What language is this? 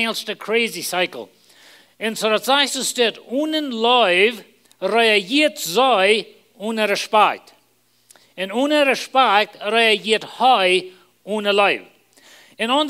Plautdietsch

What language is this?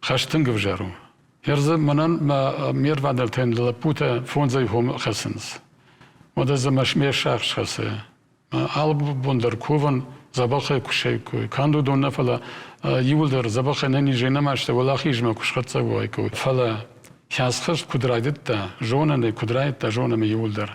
Ossetic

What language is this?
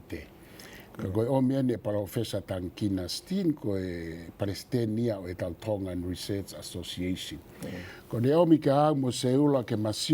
Tongan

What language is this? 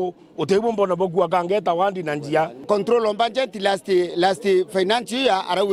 Meru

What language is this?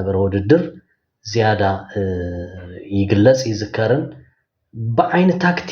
Tigrinya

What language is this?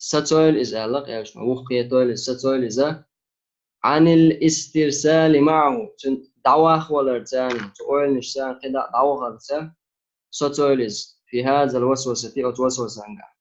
Chechen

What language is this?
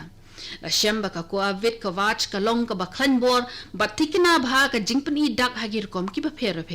Khasi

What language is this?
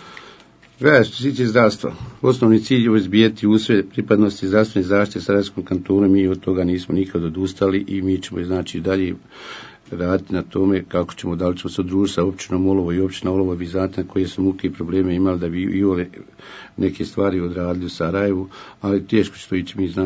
Bosnian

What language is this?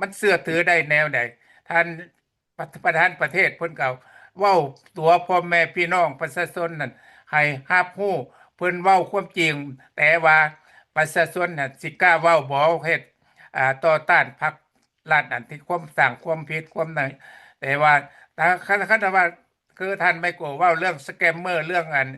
Lao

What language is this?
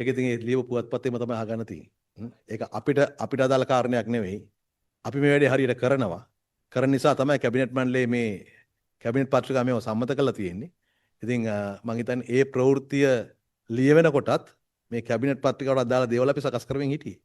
Sinhala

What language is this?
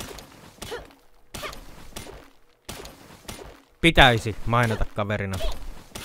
Finnish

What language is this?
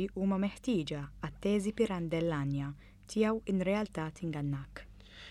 Maltese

